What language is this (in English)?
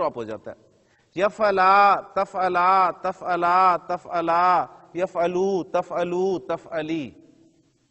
Urdu